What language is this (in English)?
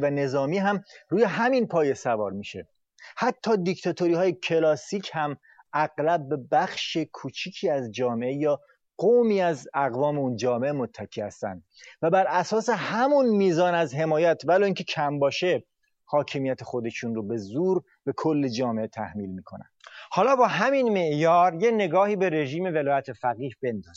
Persian